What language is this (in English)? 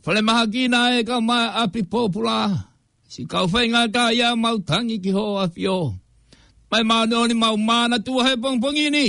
Tongan